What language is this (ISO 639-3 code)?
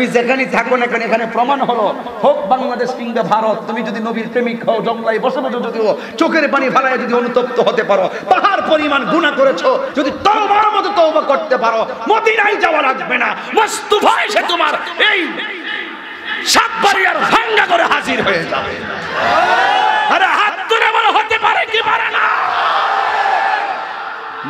ben